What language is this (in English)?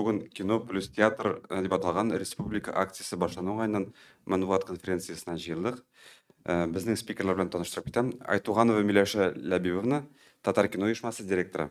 Tatar